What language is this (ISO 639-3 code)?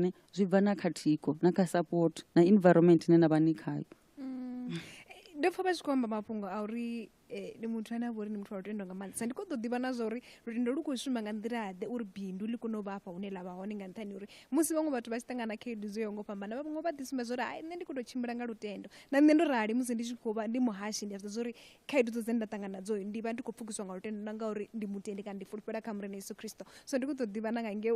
ven